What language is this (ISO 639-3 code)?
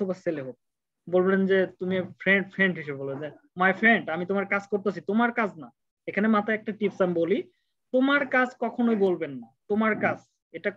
ben